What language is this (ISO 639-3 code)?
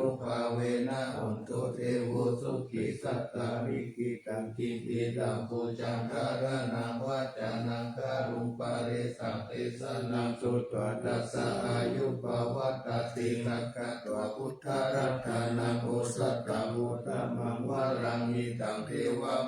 pli